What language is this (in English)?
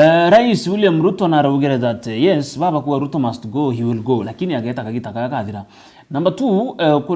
Meru